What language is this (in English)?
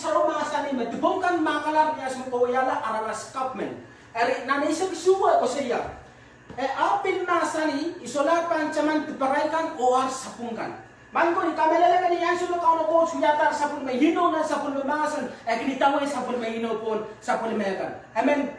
Pohnpeian